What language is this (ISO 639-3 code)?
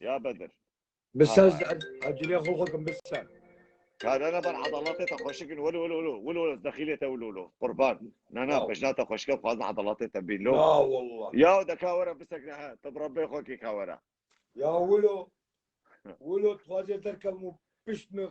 kur